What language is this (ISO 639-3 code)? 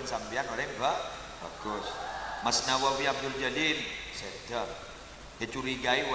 mad